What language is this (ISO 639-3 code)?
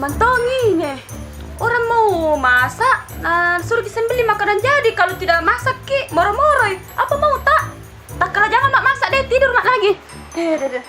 mfp